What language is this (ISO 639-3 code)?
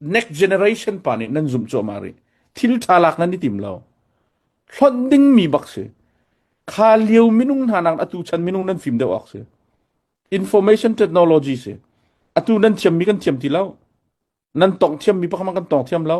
cnh